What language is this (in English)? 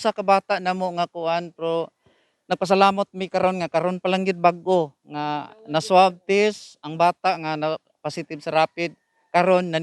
Cebuano